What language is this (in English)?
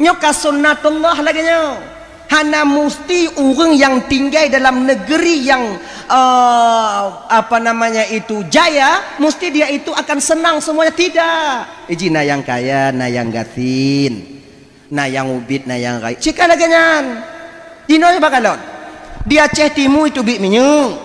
Achinese